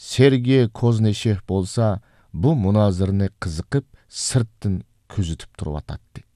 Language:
Uyghur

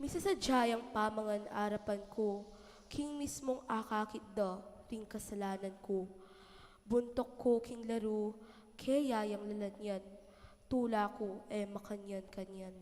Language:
Pampanga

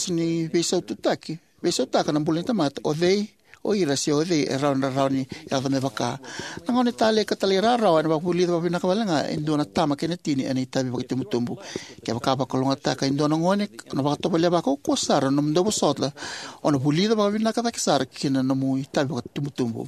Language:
Fijian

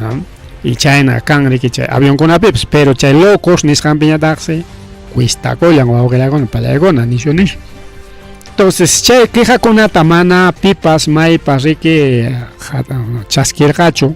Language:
Ayacucho Quechua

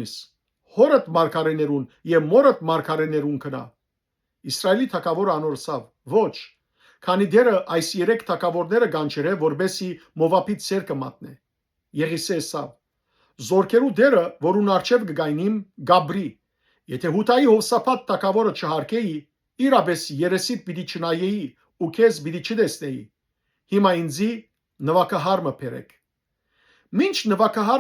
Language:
Western Armenian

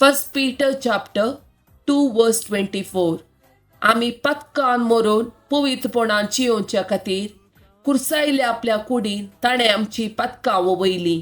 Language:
Konkani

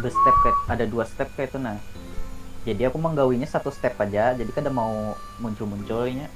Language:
Banjar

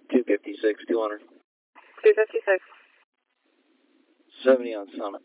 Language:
English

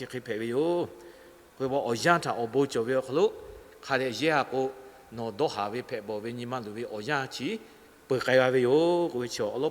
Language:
Lahu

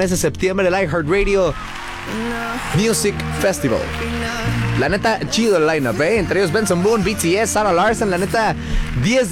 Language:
Spanish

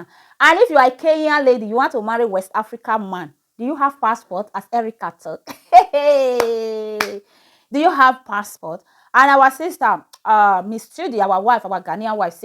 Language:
Nigerian Pidgin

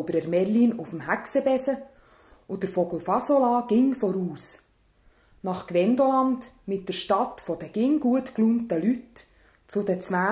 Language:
Swiss German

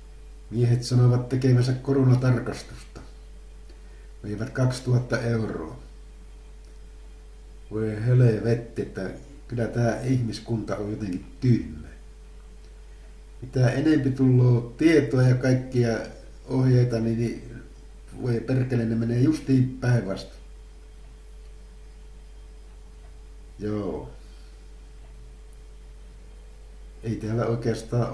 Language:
Finnish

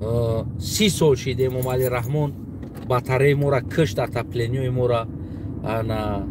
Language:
Tajik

